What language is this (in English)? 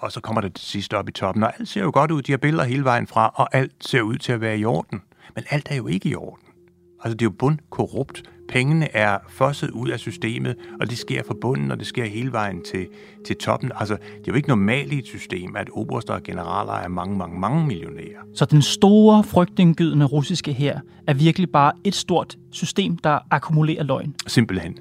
Danish